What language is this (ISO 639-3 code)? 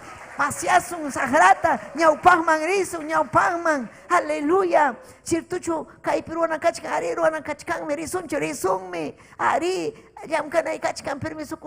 quy